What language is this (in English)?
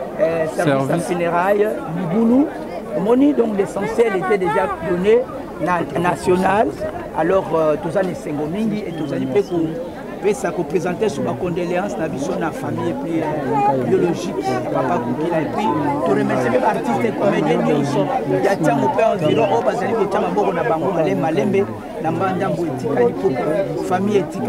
Lingala